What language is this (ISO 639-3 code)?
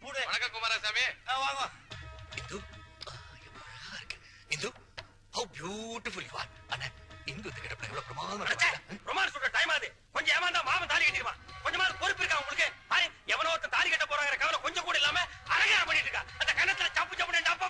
tam